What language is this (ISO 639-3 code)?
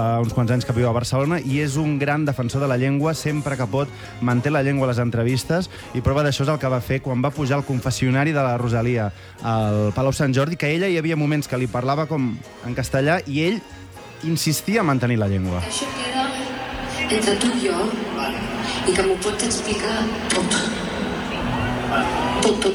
cat